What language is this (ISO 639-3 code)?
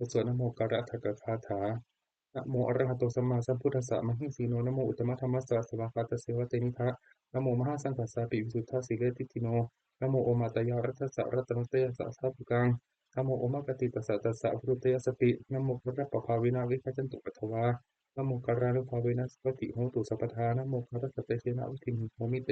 pli